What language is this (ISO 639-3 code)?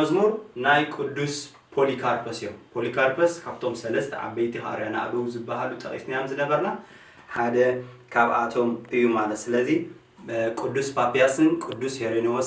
tir